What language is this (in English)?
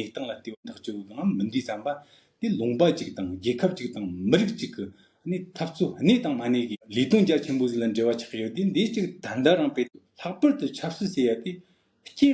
Tibetan